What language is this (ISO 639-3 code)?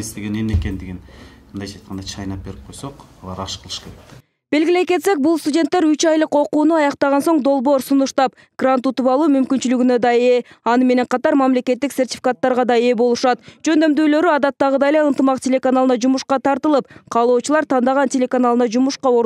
kir